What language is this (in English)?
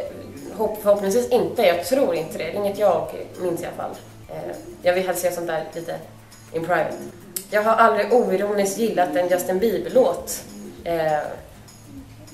Swedish